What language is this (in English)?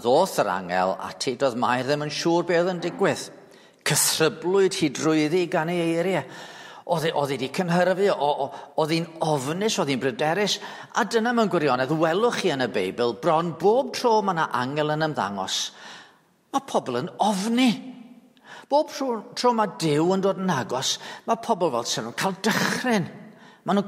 Welsh